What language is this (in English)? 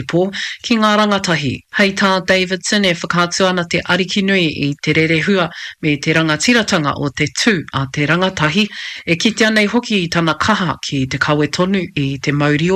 Māori